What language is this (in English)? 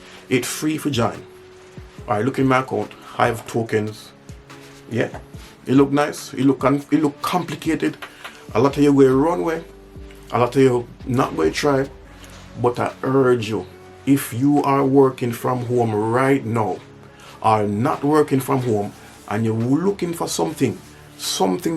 Jamaican Creole English